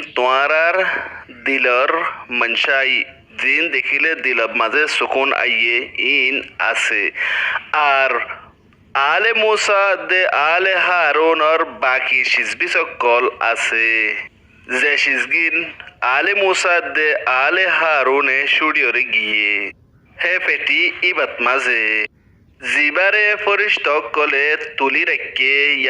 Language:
Rohingya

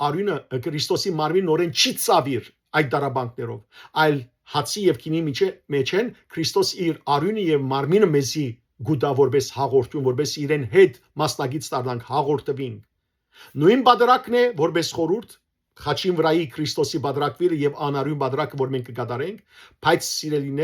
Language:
Western Armenian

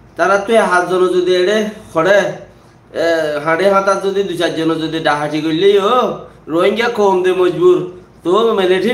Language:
Rohingya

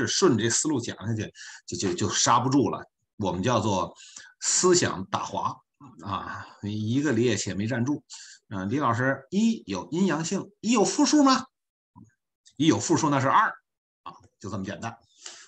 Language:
Chinese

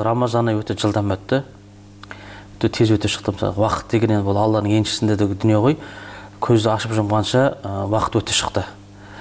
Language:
Kazakh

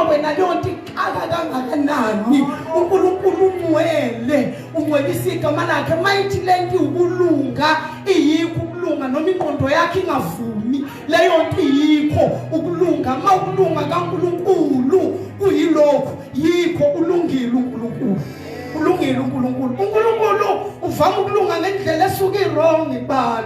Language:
Zulu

